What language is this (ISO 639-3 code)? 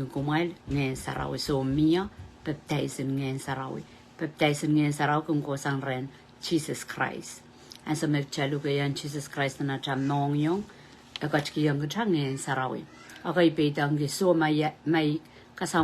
pon